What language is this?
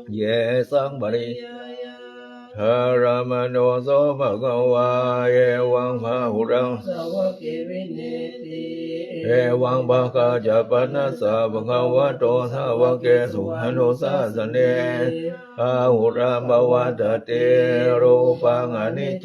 Pali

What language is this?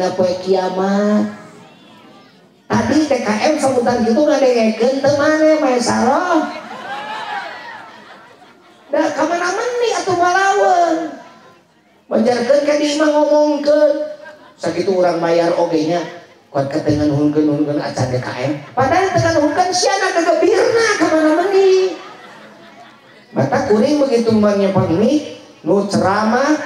Sundanese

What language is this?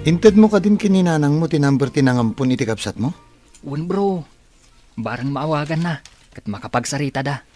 Iloko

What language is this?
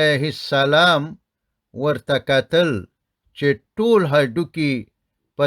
Pashto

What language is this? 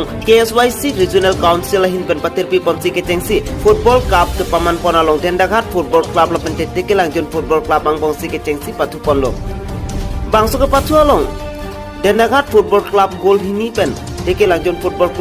Karbi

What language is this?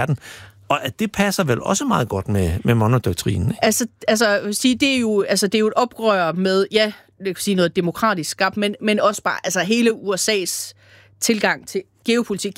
Danish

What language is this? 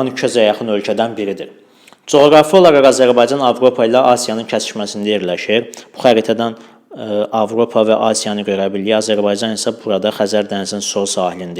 Azerbaijani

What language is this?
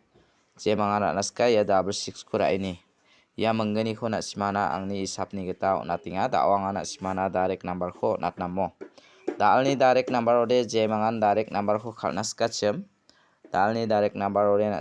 Garo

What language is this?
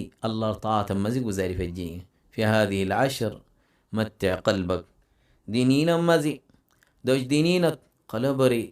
Rohingya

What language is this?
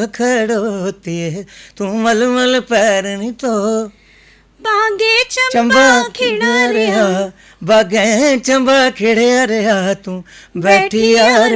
Dogri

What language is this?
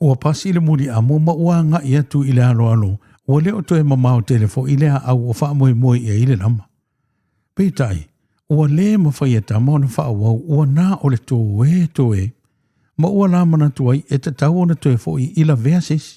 Samoan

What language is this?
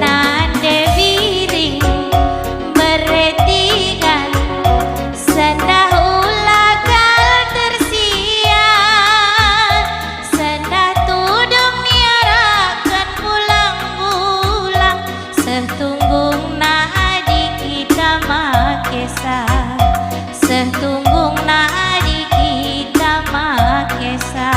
Batak Karo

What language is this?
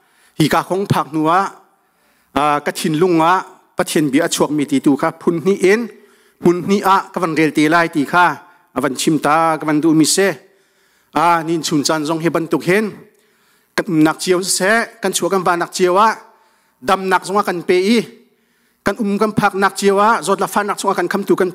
Hakha Chin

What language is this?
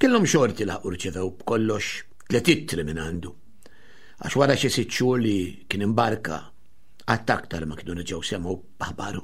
Maltese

